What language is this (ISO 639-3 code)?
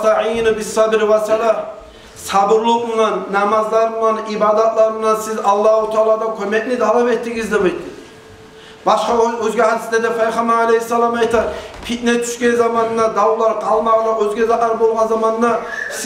kum